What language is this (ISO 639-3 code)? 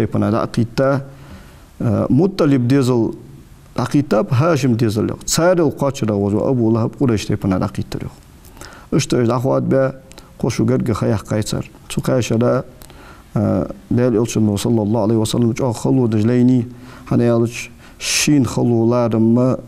inh